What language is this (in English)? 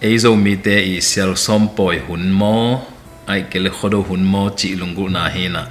Tedim Chin